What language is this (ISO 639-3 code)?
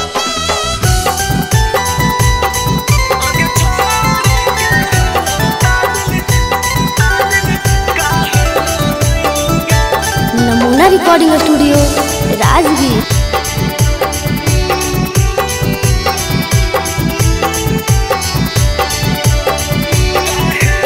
mag